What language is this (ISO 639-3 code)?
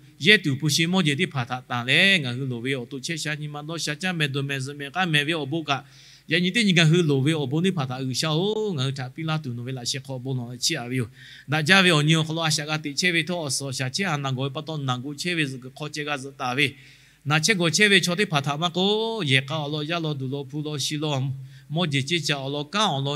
lhu